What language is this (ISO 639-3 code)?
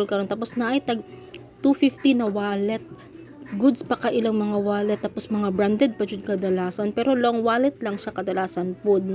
ceb